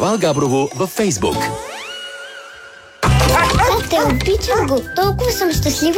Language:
Bulgarian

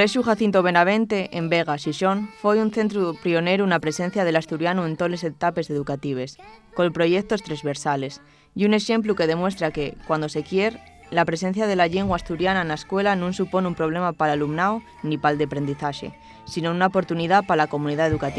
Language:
Asturian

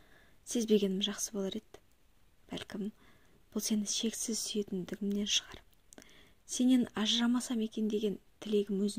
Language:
Kazakh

